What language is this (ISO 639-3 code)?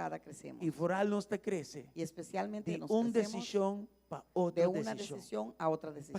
pap